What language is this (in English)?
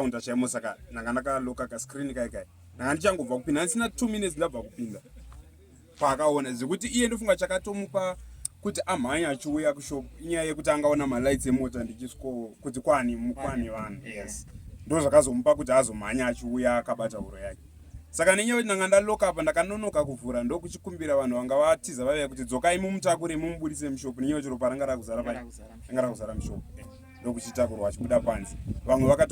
Shona